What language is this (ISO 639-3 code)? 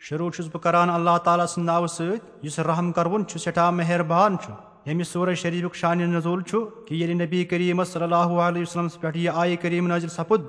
kas